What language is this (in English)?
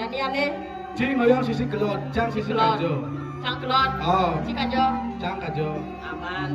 Balinese